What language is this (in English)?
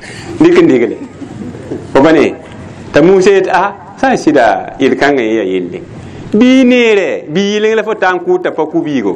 Mossi